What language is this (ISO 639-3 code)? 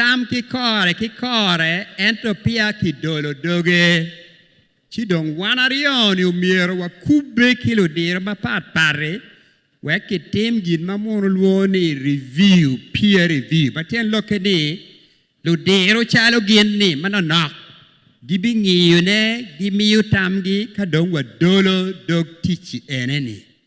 ach